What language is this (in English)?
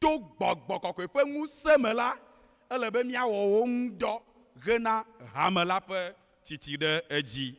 Ewe